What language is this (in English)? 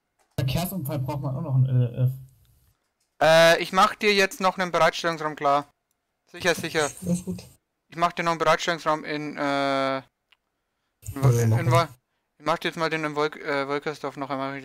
German